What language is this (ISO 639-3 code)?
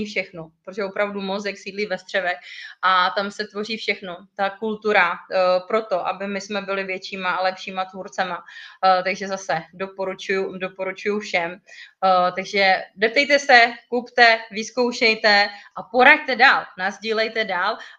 ces